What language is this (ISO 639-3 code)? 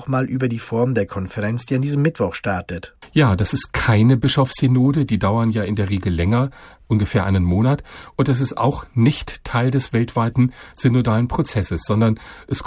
deu